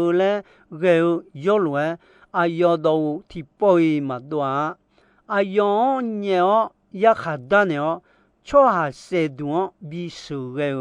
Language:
Akha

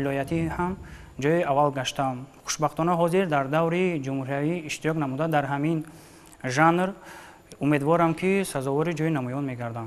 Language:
Tajik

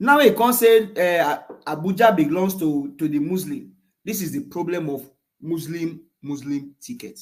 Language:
Nigerian Pidgin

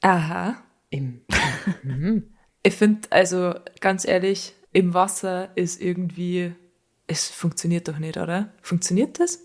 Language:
Bavarian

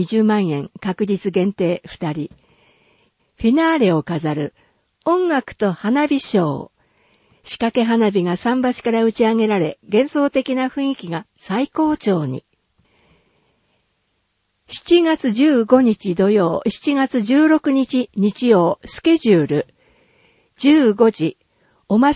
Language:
Japanese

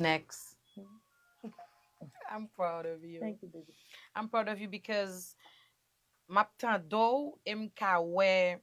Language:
Haitian Creole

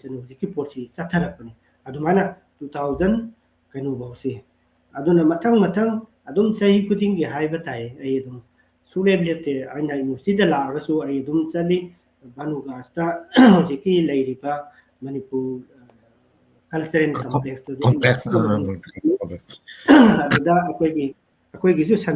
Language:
Manipuri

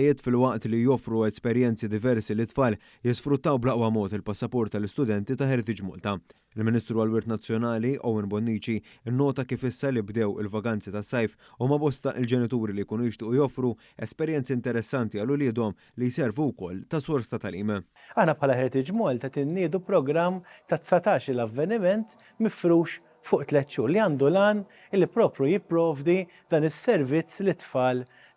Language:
Maltese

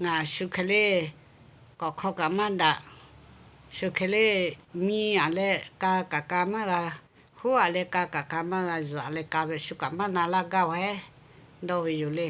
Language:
Lahu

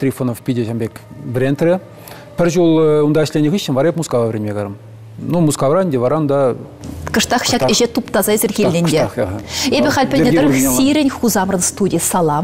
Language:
Chuvash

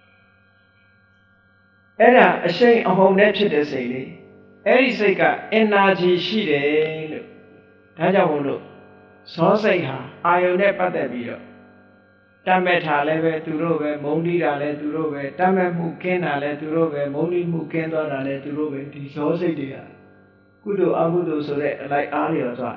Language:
Burmese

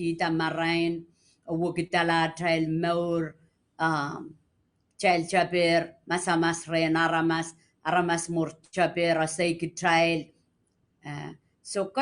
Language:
Pohnpeian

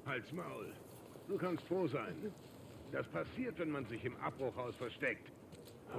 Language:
Bavarian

